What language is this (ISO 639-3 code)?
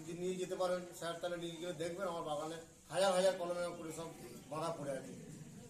ben